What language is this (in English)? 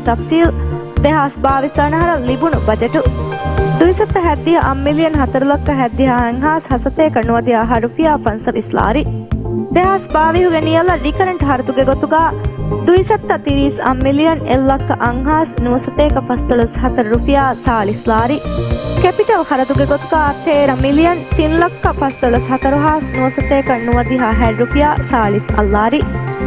Divehi